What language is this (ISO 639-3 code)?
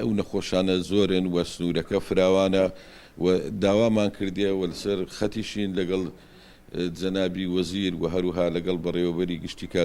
ckb